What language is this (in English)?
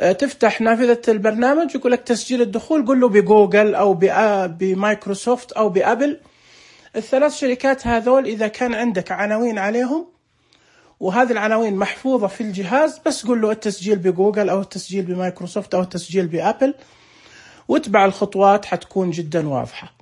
Najdi Arabic